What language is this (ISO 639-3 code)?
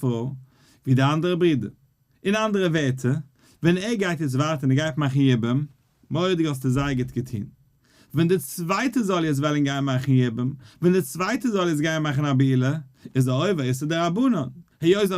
yid